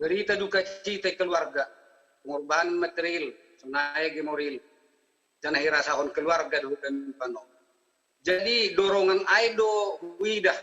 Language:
Batak Simalungun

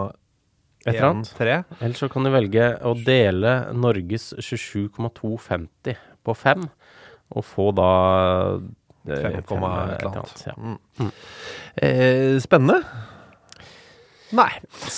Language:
Norwegian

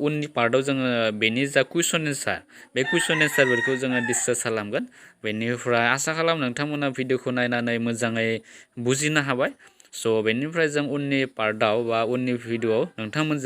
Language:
Bodo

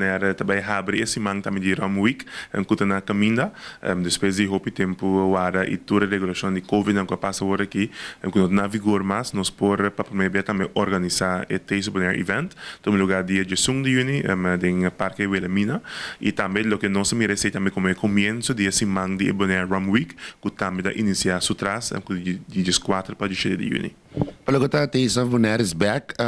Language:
Papiamento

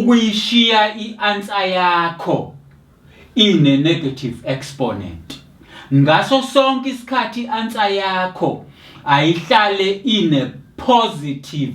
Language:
Zulu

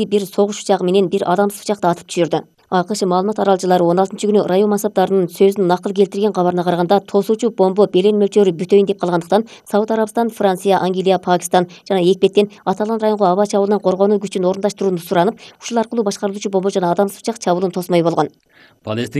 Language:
Kyrgyz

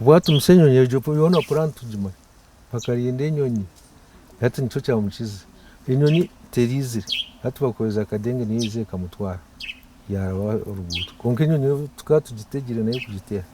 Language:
Nyankole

